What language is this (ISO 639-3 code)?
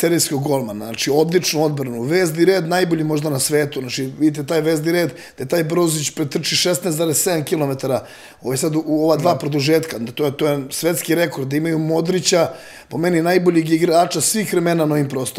srp